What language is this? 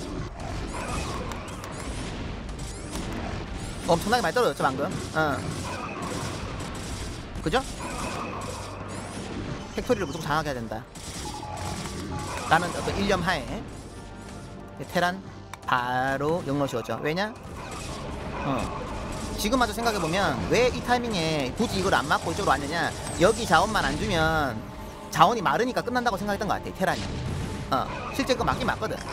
Korean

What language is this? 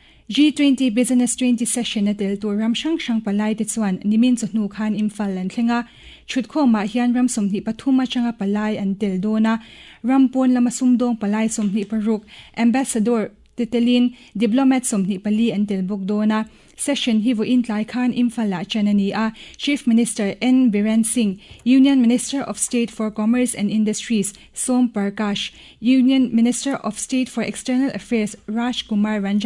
Mizo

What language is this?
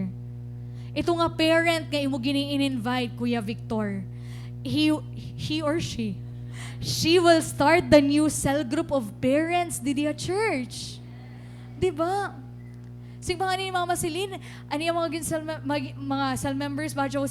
Waray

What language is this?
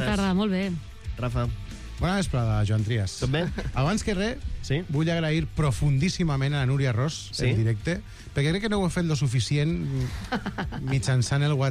Catalan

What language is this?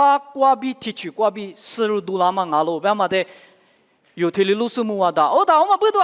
Lisu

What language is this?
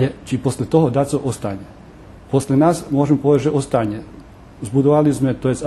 Rusyn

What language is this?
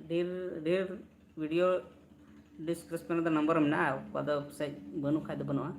Santali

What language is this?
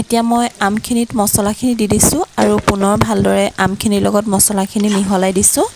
Assamese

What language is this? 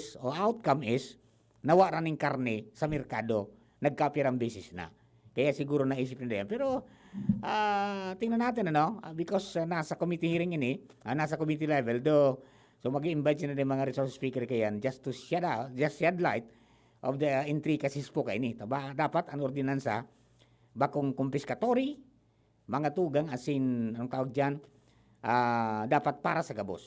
Bikol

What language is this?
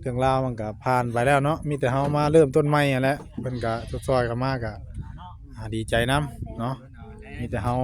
Northeastern Thai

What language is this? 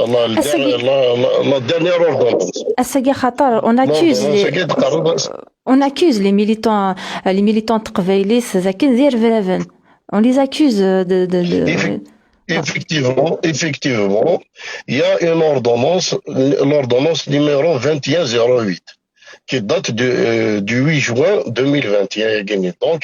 Kabyle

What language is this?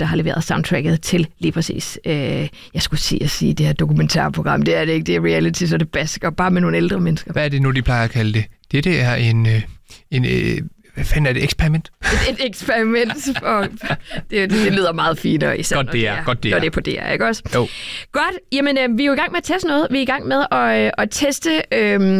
Danish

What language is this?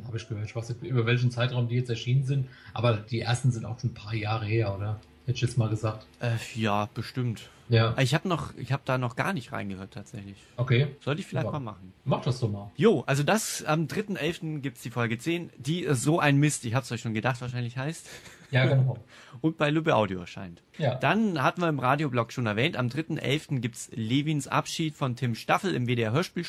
German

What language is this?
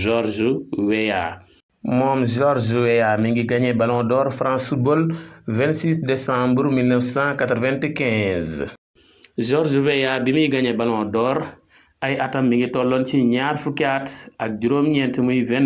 Wolof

